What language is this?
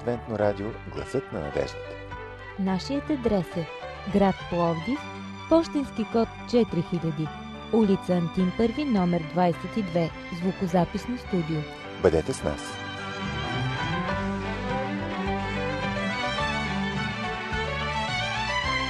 Bulgarian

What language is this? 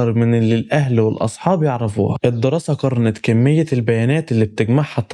Egyptian Arabic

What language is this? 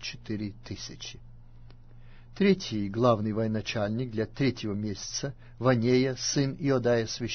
Russian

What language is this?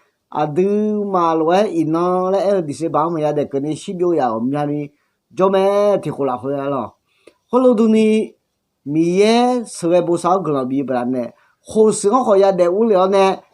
Akha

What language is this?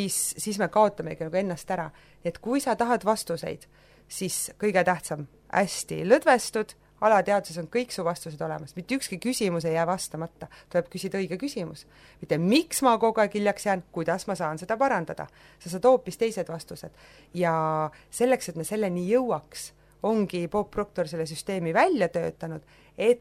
Estonian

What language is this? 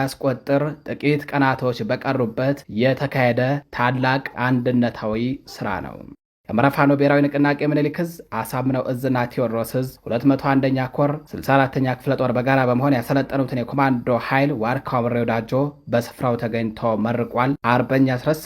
Amharic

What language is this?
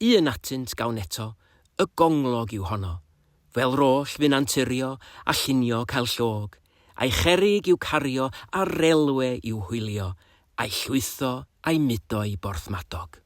Welsh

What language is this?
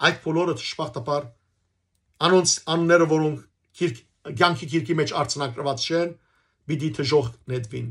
Western Armenian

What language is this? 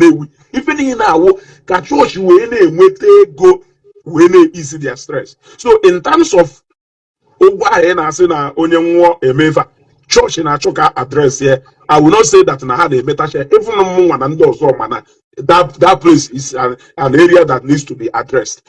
Igbo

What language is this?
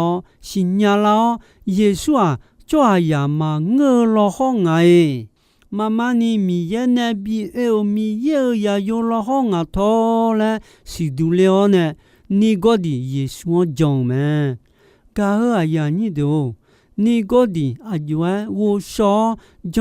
Akha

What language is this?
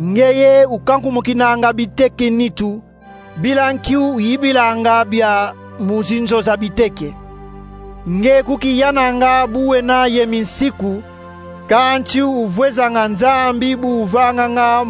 Kongo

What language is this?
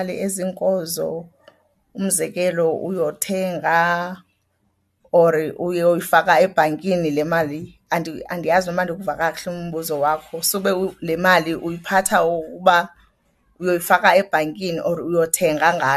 Xhosa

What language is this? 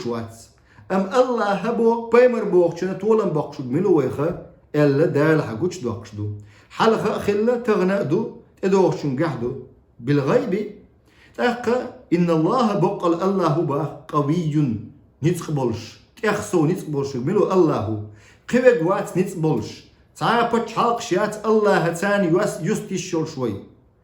Chechen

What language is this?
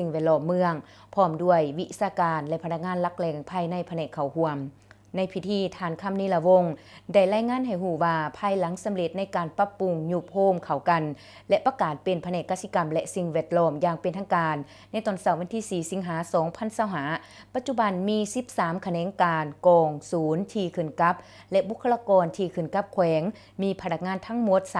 Lao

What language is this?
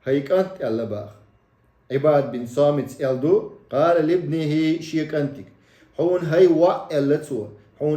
Chechen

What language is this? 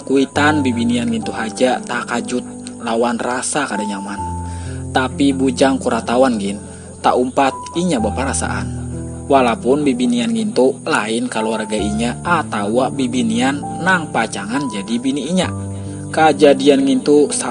Banjar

